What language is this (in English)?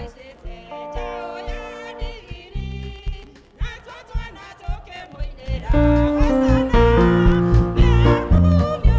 Kikuyu